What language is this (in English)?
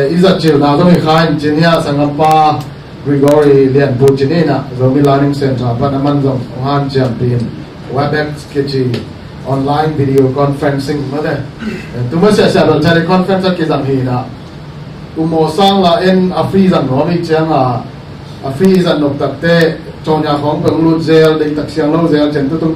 Tedim Chin